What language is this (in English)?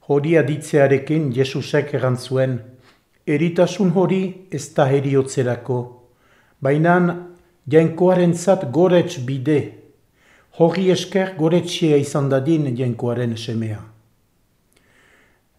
Basque